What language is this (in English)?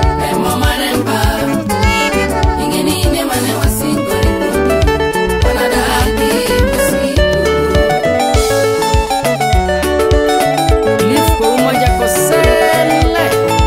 Swahili